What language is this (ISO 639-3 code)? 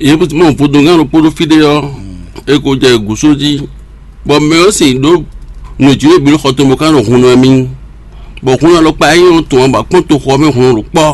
fon